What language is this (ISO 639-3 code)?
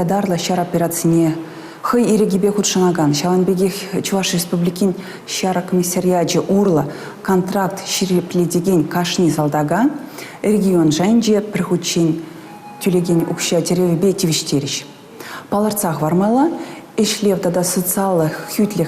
chv